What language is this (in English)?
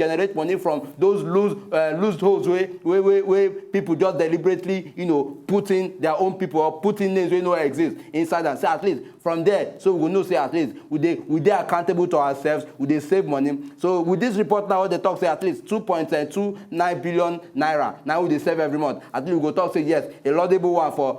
Nigerian Pidgin